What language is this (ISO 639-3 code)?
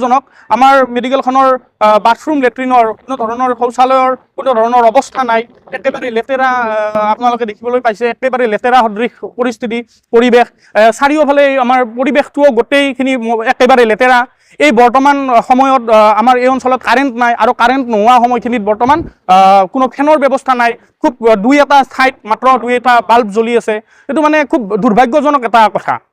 asm